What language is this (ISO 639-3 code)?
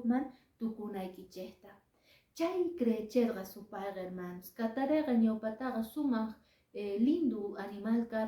que